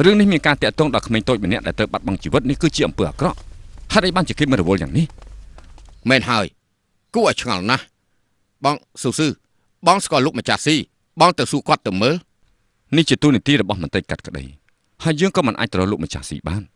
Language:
Khmer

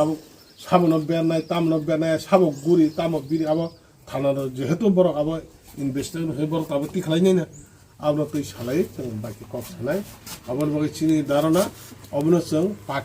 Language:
Kok Borok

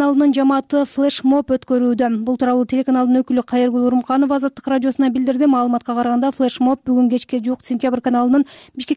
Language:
Kyrgyz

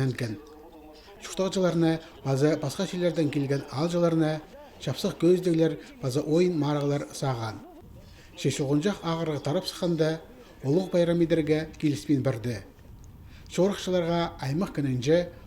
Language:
Khakas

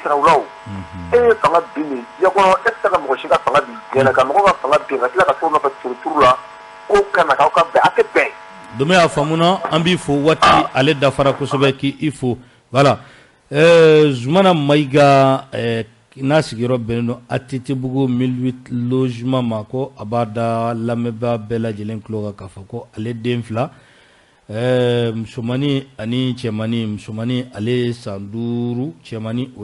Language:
Bambara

